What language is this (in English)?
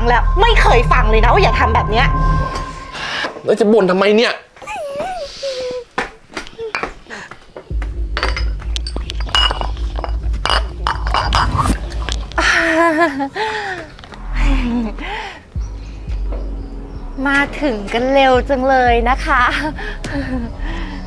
Thai